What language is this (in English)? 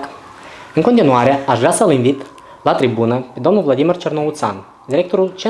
Romanian